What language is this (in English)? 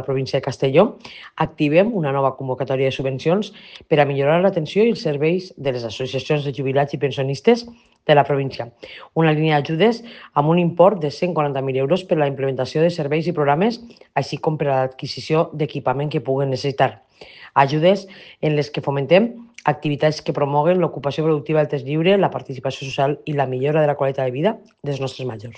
Catalan